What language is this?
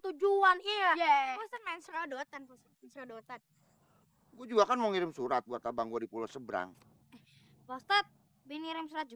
Betawi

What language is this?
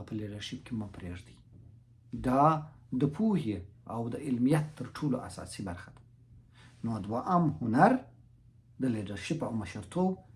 Pashto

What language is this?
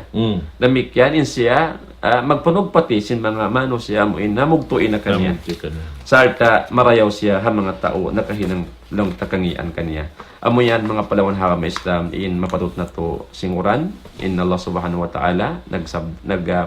Tausug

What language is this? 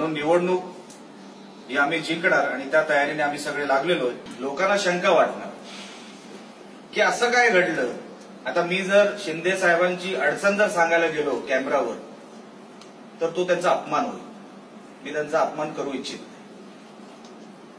Marathi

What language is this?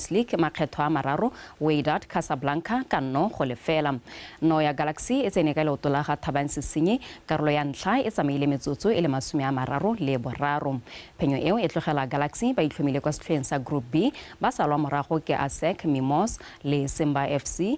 Tswana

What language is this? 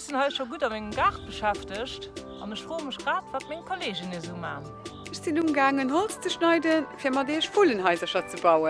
Luxembourgish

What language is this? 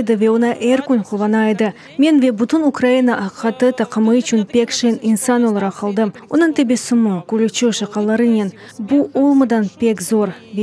Crimean Tatar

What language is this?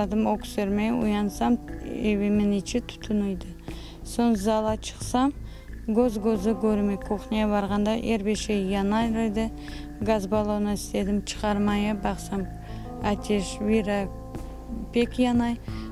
Crimean Tatar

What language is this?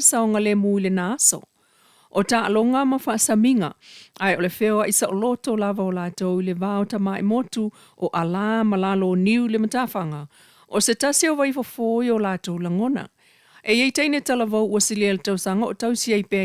Samoan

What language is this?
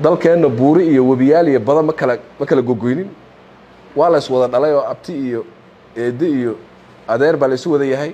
Somali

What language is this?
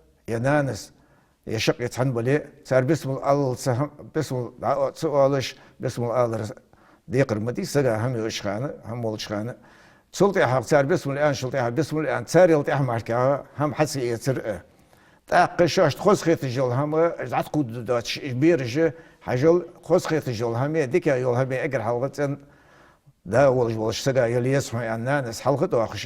Ingush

